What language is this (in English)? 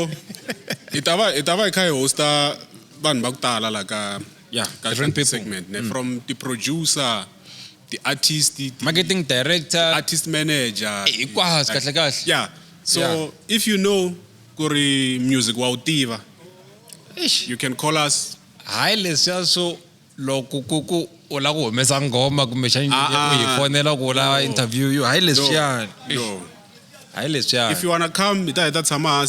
Tsonga